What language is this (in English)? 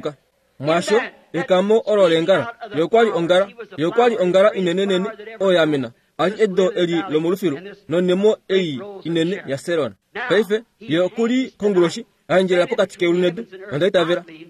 Kuanyama